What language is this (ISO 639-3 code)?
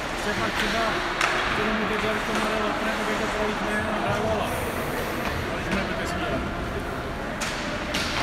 ces